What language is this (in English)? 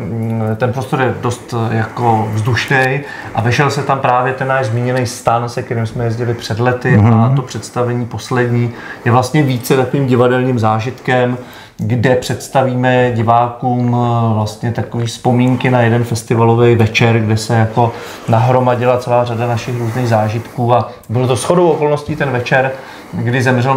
Czech